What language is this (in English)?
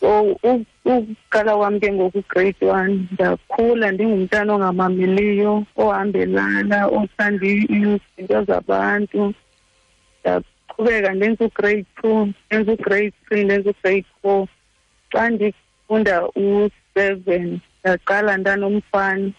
Xhosa